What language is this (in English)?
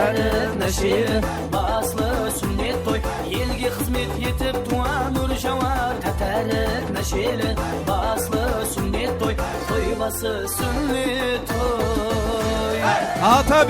Kara-Kalpak